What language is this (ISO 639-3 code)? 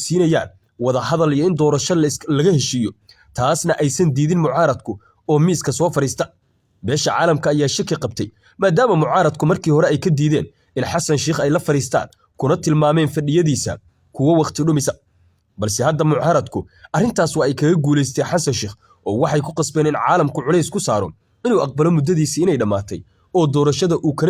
som